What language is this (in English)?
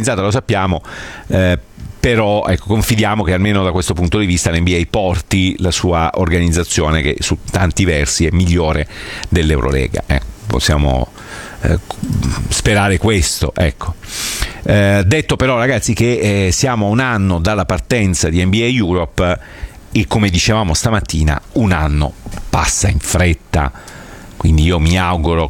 Italian